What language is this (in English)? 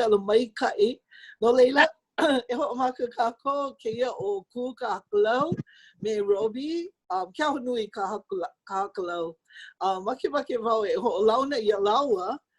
Hawaiian